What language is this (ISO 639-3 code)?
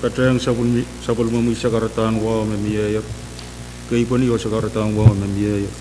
pon